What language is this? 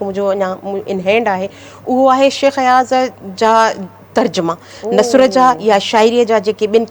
Sindhi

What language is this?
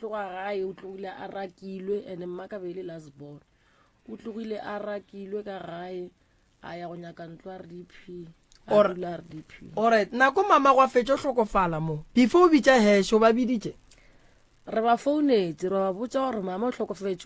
Northern Sotho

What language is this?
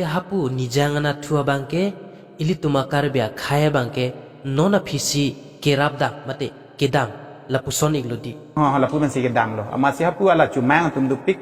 Karbi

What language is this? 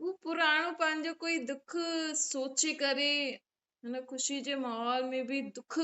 Sindhi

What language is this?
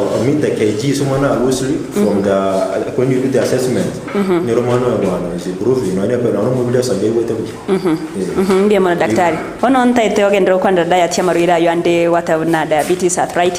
Gusii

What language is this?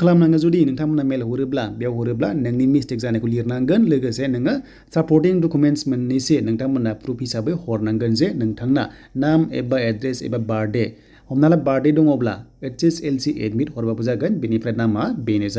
Bodo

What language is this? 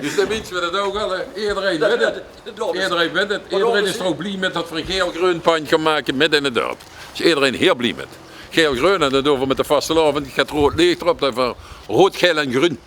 Limburgish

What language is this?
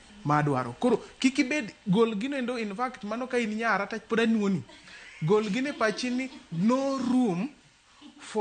Luo (Kenya and Tanzania)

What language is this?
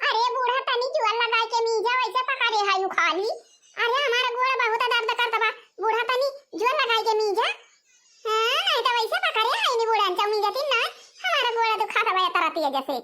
Awadhi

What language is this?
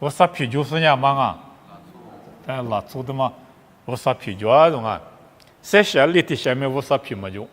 Lisu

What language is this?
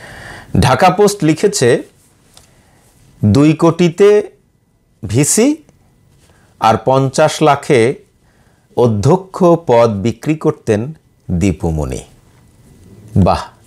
Bangla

